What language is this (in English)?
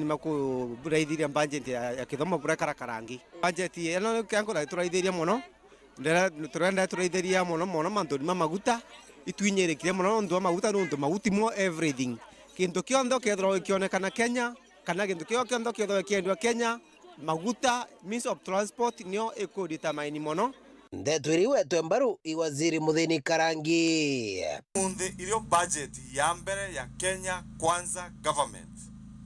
Meru